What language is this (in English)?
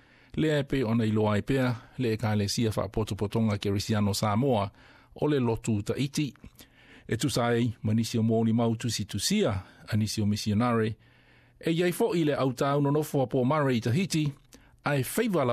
Samoan